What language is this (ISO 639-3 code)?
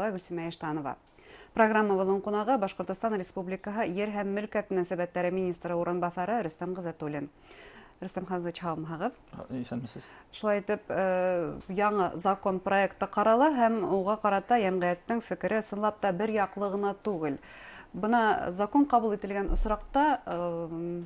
bak